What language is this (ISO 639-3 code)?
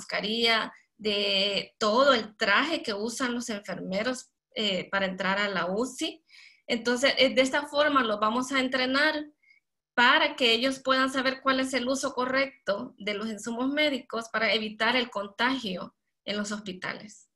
spa